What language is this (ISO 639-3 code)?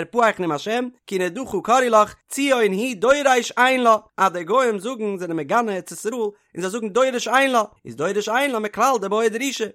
yid